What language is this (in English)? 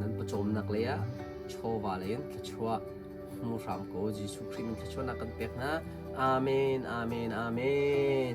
Hakha Chin